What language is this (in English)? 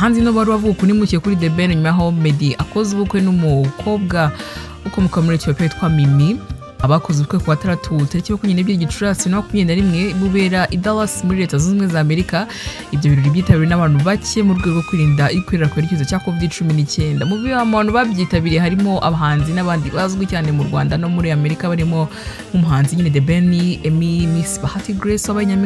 Kinyarwanda